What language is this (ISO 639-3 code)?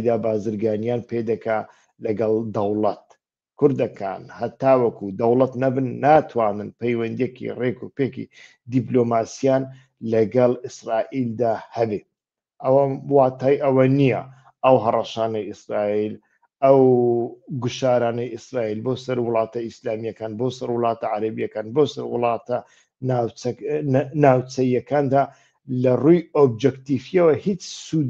ckb